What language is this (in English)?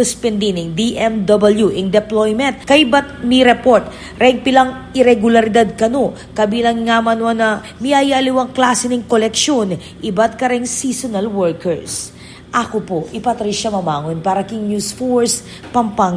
Pampanga